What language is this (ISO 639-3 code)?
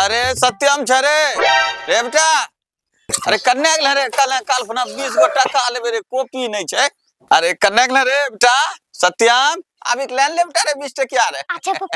anp